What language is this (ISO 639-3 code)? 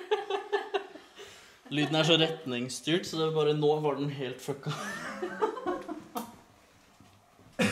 nor